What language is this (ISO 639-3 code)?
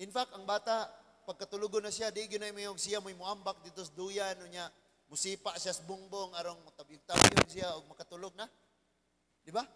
ceb